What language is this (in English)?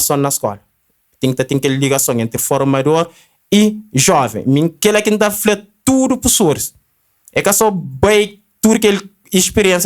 Kabuverdianu